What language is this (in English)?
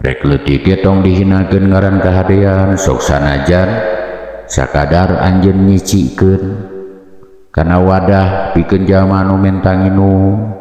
Sundanese